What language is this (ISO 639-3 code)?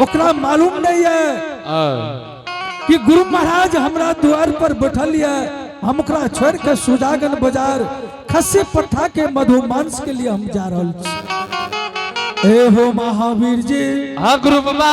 anp